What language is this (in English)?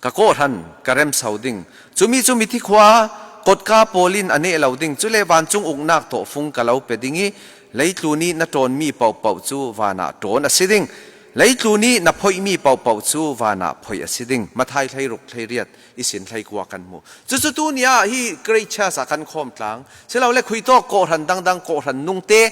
Falam Chin